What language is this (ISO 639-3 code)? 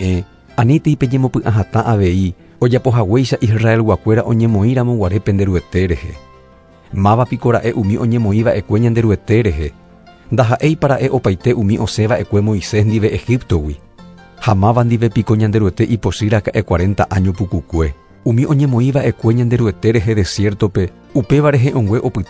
grn